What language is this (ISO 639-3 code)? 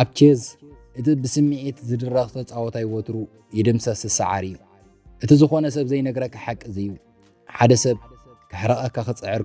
tir